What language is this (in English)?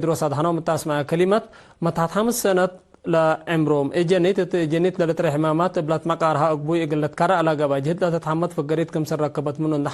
Tigre